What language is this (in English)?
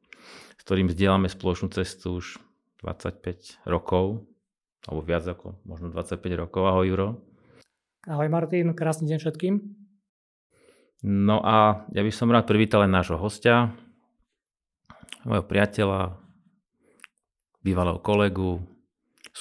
Slovak